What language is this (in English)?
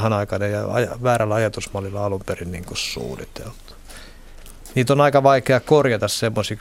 Finnish